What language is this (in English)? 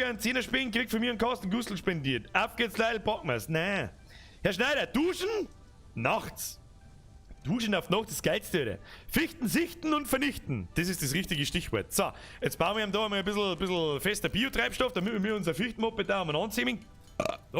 Bavarian